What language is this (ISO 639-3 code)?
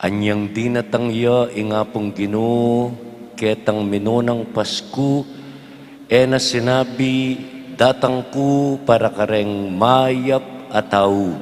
pam